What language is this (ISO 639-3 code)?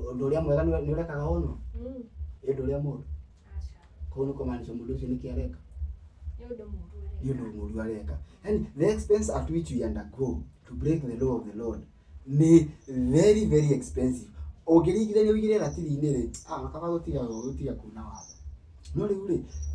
kik